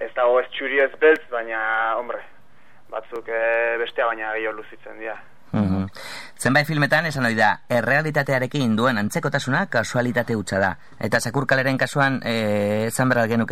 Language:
Basque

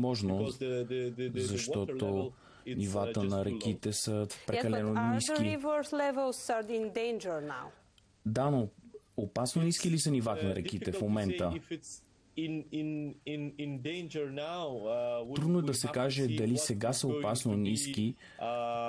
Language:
Bulgarian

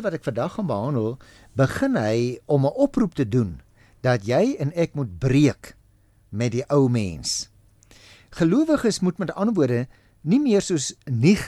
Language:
Afrikaans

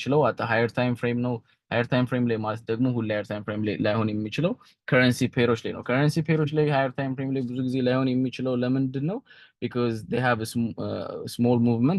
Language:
Amharic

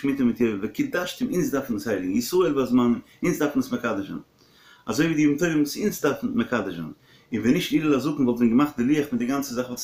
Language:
Yiddish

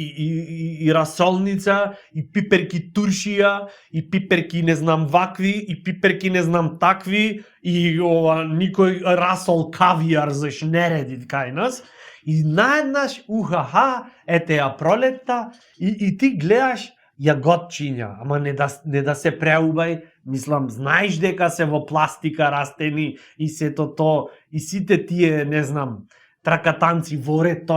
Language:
Macedonian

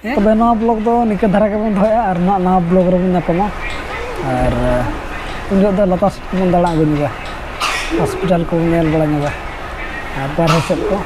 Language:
Santali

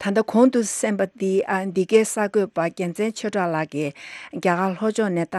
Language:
Tibetan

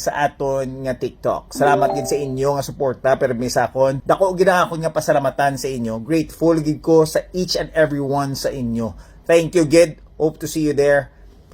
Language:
Hiligaynon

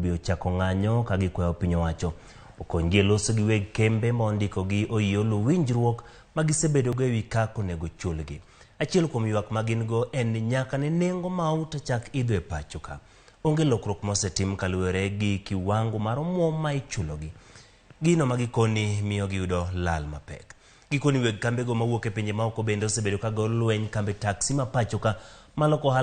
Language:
Luo (Kenya and Tanzania)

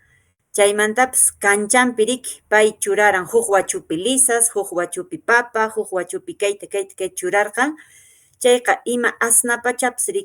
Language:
Quechua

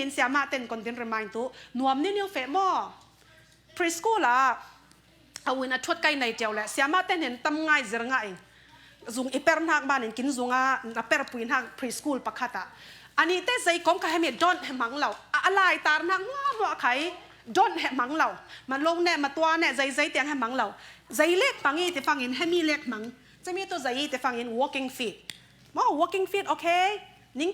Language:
Falam Chin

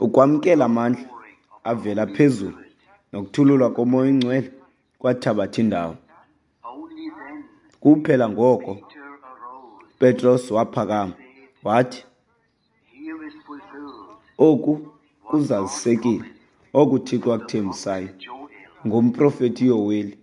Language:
Xhosa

